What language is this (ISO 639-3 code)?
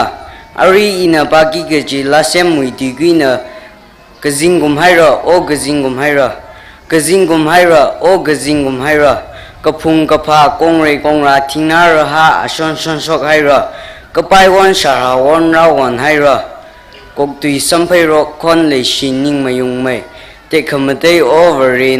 nmf